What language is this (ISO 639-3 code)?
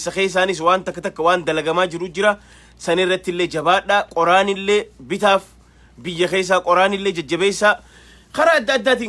orm